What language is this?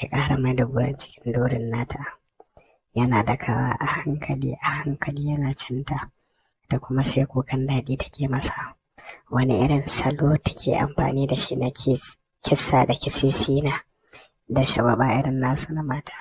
Hausa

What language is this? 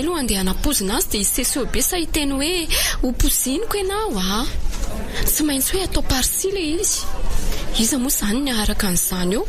Malagasy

